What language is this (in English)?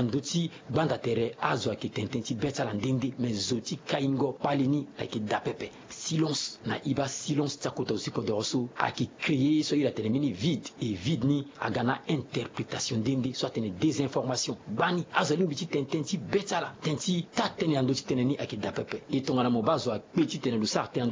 Sango